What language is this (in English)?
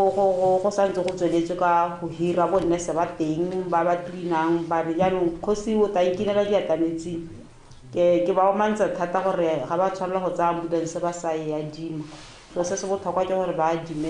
Tswana